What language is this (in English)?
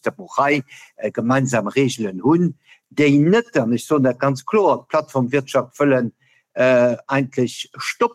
Luxembourgish